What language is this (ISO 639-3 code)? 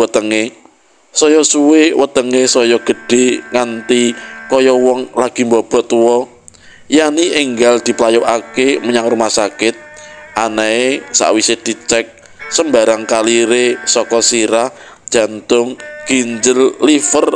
jav